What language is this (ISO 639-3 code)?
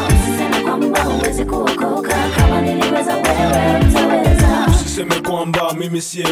swa